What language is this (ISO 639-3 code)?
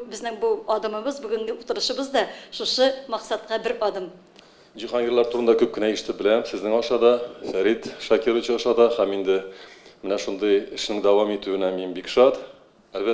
tat